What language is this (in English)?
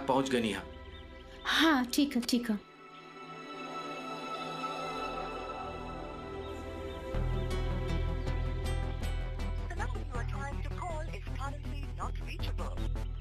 Bhojpuri